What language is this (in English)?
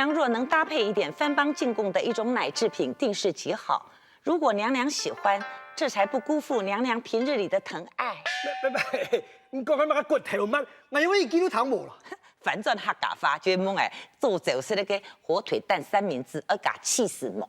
Hakka Chinese